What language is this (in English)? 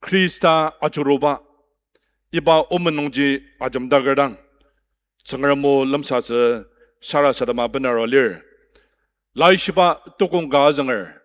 Ao Naga